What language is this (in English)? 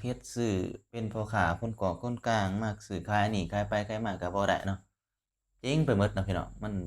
Lao